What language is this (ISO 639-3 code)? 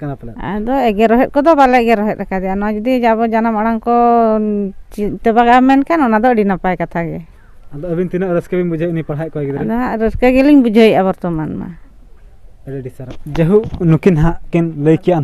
sat